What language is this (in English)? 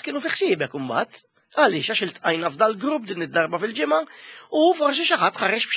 Maltese